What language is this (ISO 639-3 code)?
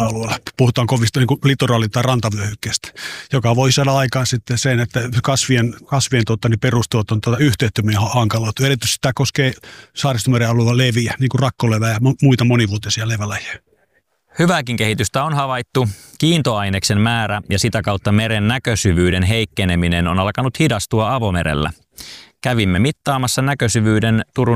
fin